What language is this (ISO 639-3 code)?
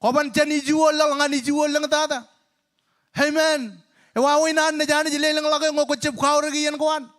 mah